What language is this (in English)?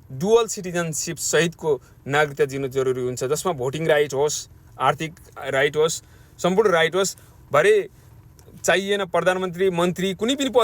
Nepali